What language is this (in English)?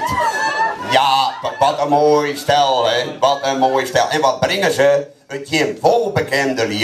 Western Frisian